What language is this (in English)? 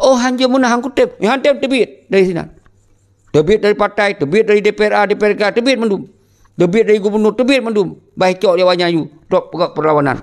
Achinese